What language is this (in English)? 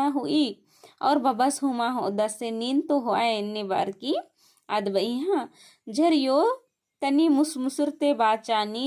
Kurukh